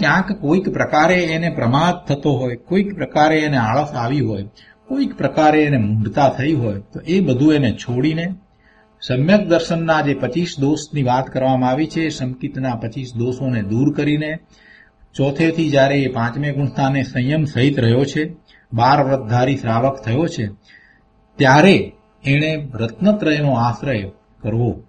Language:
Gujarati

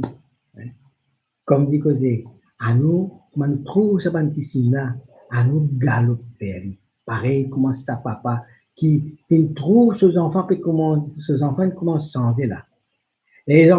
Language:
Morisyen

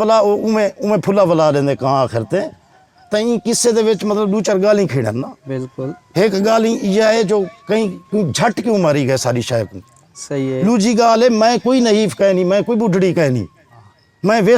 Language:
Saraiki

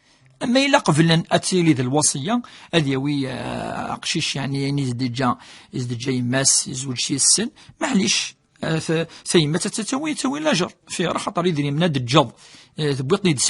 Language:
Kabyle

